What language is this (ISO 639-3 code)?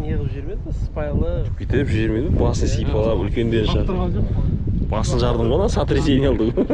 kaz